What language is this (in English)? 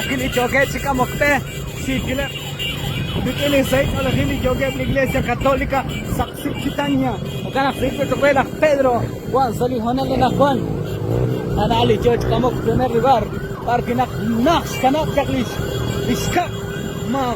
Kekchí